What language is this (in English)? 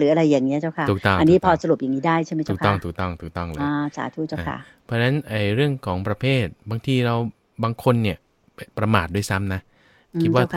Thai